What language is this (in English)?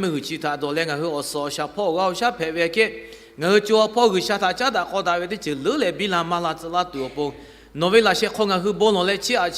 Lahu